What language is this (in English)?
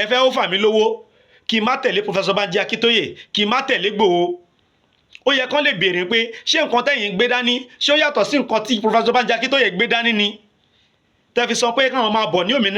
Yoruba